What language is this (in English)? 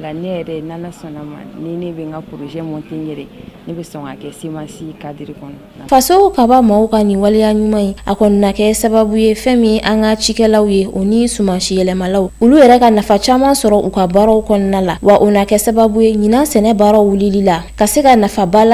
Bambara